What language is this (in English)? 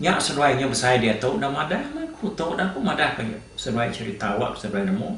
Iban